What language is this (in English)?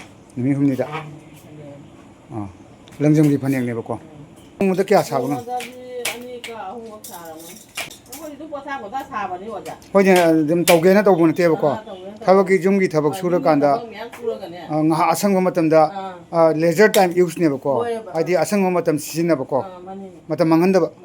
Manipuri